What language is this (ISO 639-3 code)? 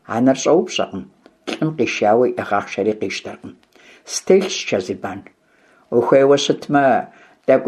kbd